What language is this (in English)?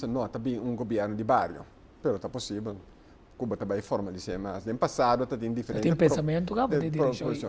Papiamento